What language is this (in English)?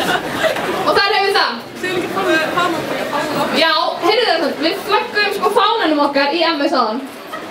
Icelandic